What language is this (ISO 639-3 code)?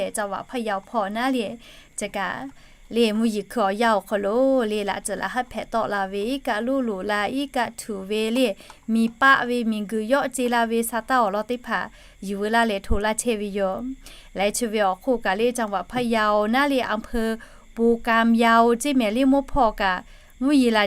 lhu